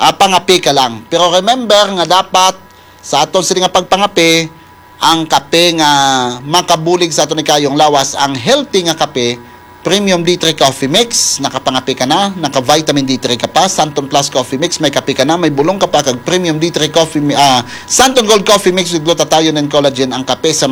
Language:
Hiligaynon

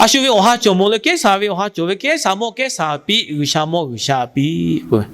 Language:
Lahu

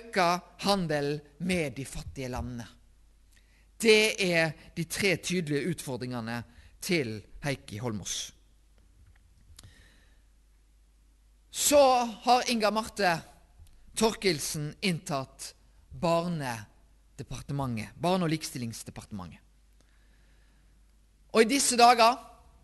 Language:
Norwegian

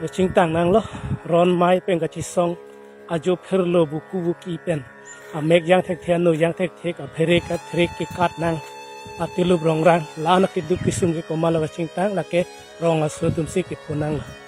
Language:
Karbi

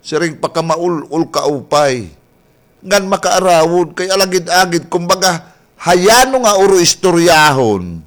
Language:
Waray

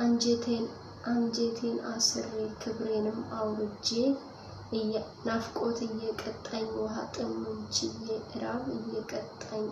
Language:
Amharic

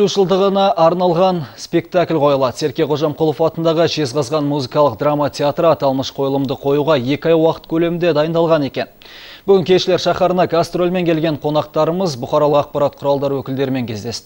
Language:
Kazakh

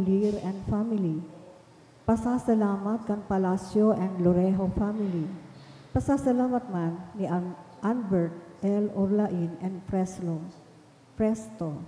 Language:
Bikol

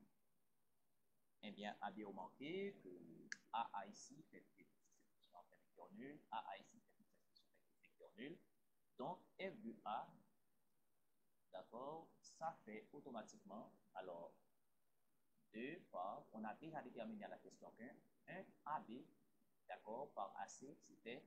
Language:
French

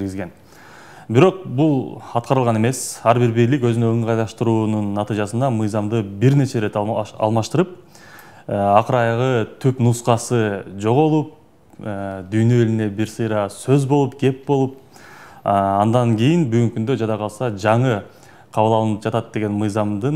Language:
Kyrgyz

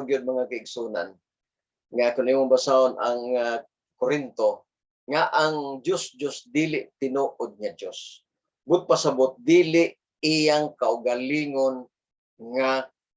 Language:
Cebuano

